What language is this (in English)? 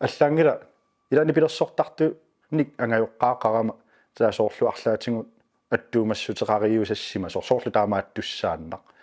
Kalaallisut